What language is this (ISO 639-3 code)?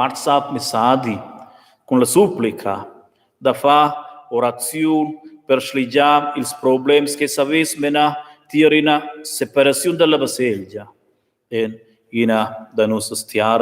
roh